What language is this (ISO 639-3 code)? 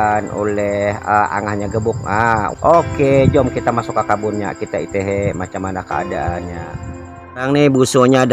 bjn